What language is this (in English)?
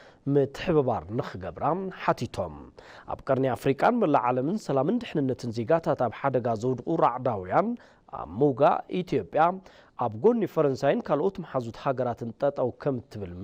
Tigrinya